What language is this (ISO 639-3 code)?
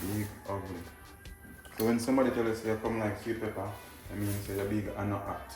jam